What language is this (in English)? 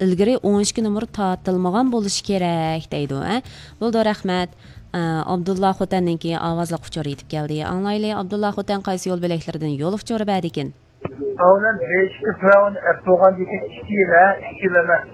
Uyghur